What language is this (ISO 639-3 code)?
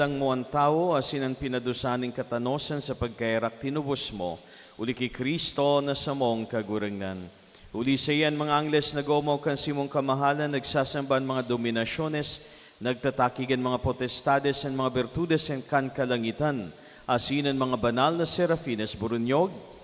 bik